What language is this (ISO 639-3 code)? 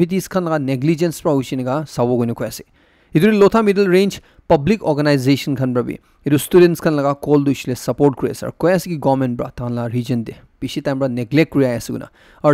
nag